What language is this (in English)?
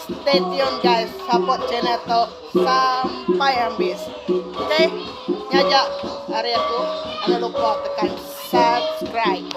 Iban